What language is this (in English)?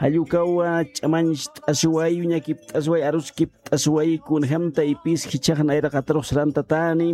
Aymara